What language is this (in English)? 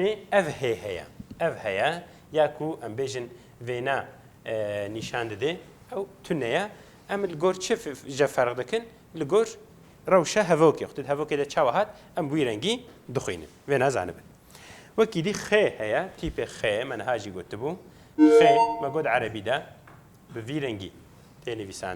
Kurdish